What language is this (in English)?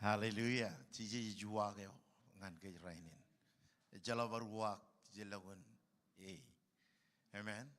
Marshallese